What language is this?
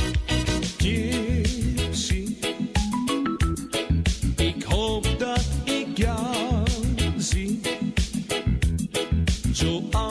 Dutch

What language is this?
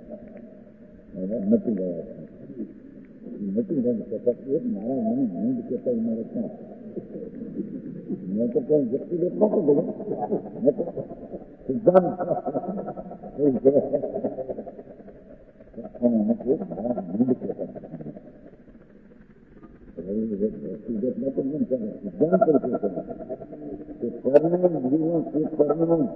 Gujarati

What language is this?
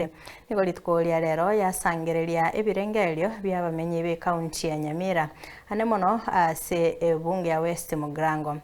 Gusii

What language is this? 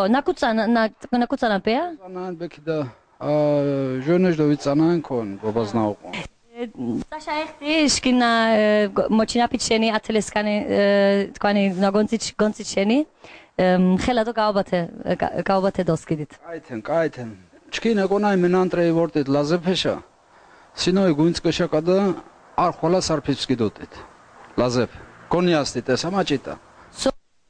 Laz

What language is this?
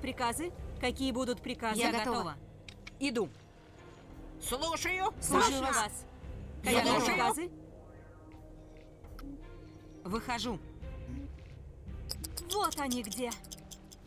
Russian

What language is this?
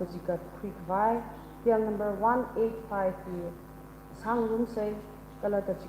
Tangkhul Naga (India)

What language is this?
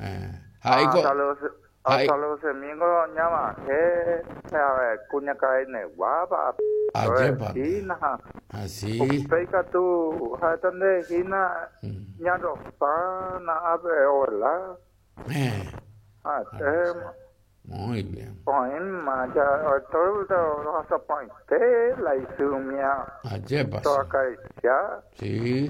Guarani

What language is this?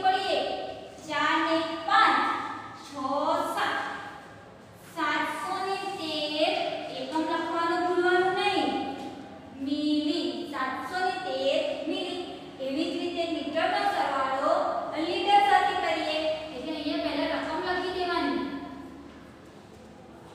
Gujarati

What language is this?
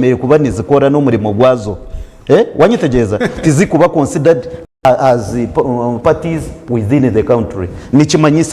Nyankole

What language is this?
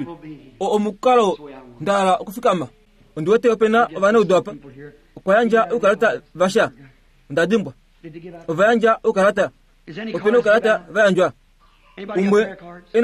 Kuanyama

